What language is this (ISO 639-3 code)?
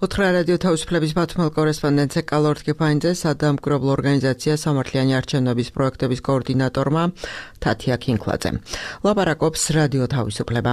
kat